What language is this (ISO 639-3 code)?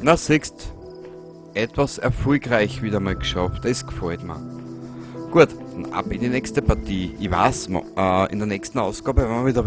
bar